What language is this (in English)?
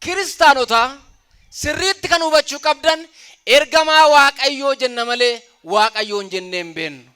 Oromo